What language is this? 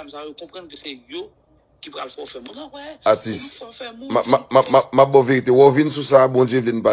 Haitian Creole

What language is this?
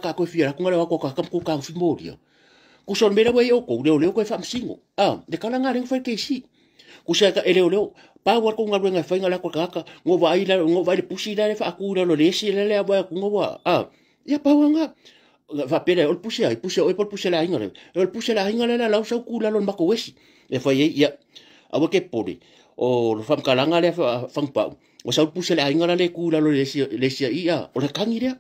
Samoan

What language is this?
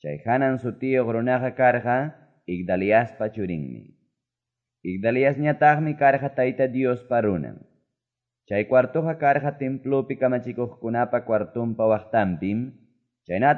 Quechua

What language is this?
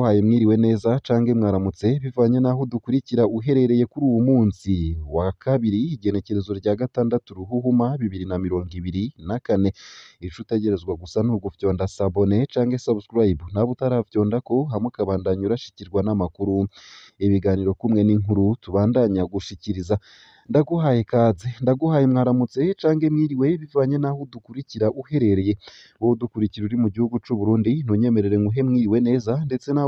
Rundi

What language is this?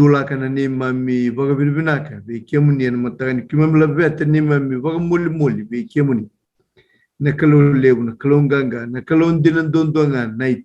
Fijian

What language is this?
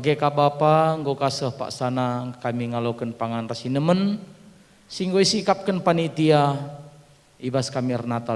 Batak Karo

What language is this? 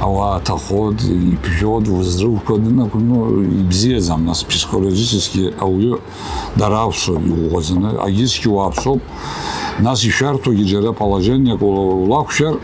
Abkhazian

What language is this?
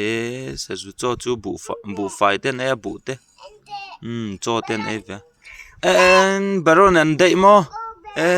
Mizo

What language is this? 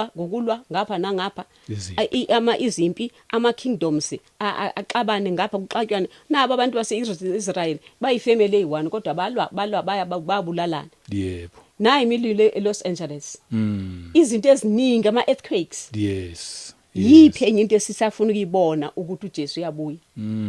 Zulu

